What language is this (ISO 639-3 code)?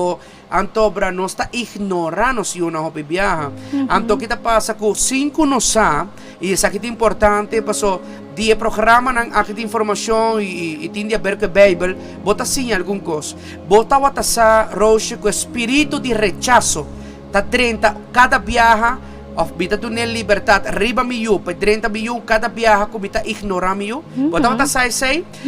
pap